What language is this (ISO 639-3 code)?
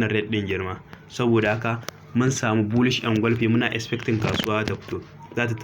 hau